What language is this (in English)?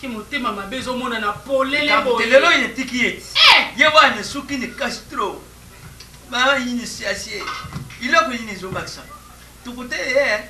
Lingala